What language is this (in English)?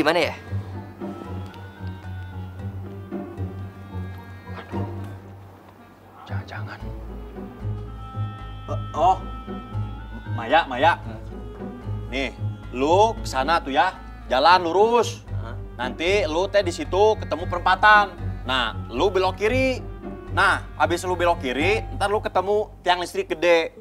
Indonesian